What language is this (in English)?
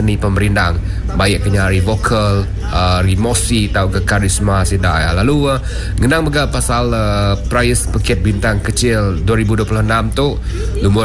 Iban